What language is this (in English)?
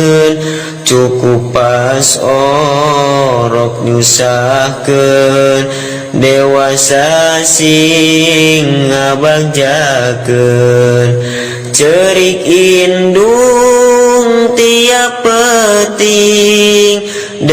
Sundanese